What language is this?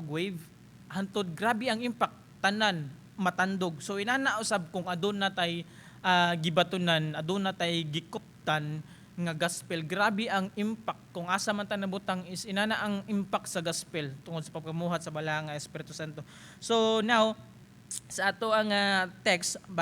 Cebuano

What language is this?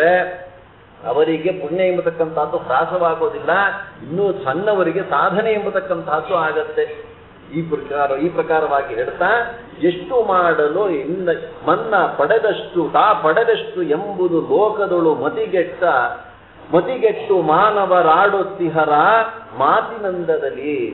Kannada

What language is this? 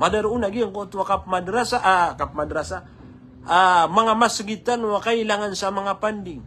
Maranao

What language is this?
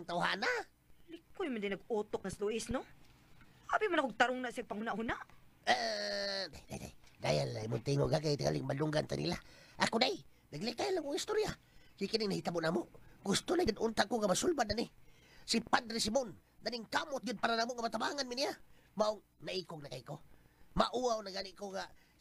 Cebuano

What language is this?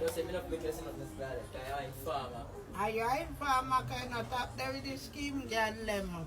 Jamaican Creole English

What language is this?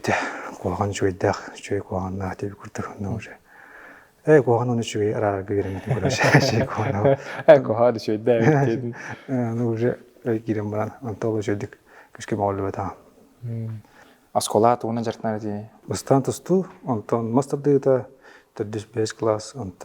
Yakut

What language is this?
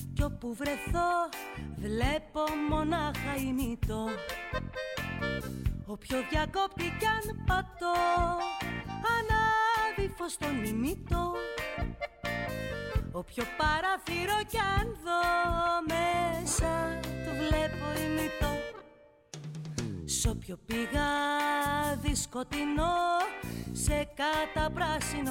Greek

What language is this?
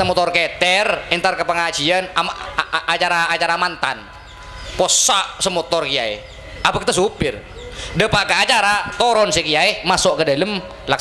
Madurese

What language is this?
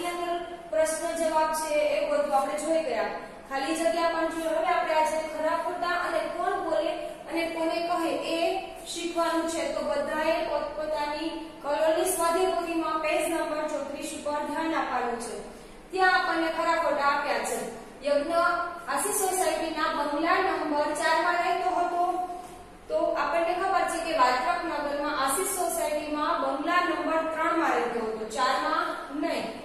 Gujarati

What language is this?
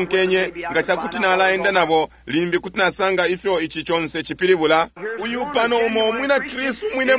Bemba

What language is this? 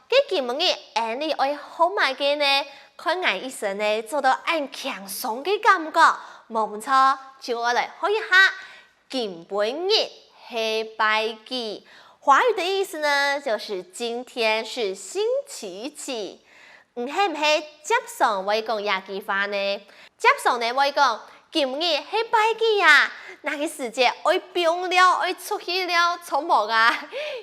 Hakka Chinese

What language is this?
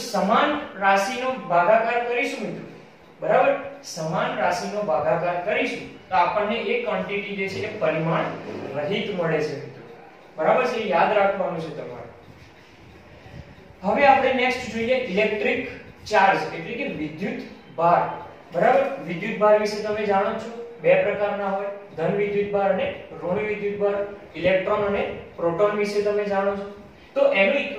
Gujarati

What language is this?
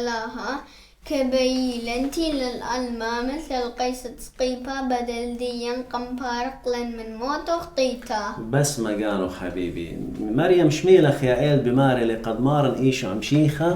Assyrian Neo-Aramaic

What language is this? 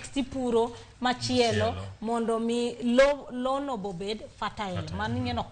Luo (Kenya and Tanzania)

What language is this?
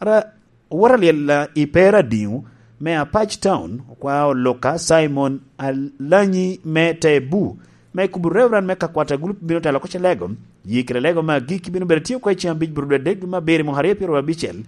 Lango (Uganda)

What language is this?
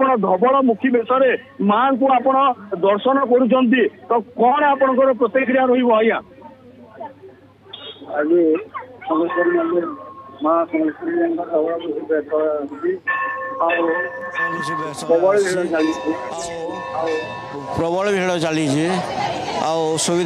Odia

